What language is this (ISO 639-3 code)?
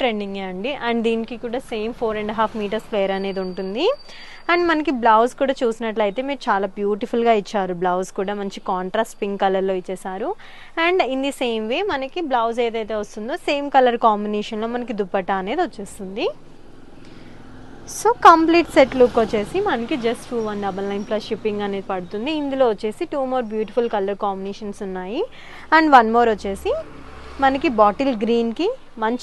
tel